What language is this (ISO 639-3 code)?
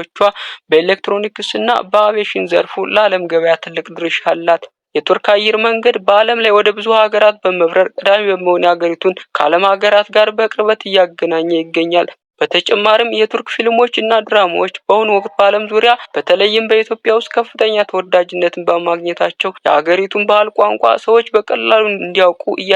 amh